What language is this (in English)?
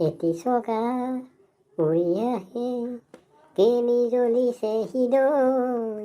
Assamese